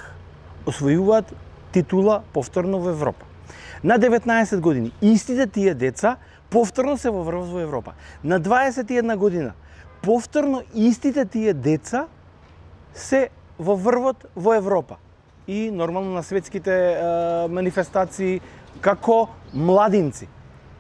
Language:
Macedonian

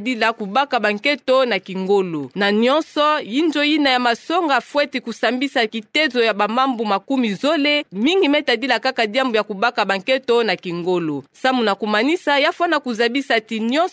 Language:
Kituba (Democratic Republic of Congo)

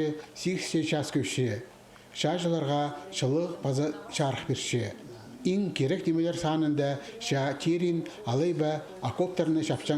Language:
Khakas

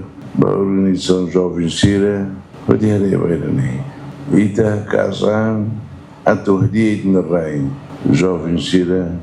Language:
Tetum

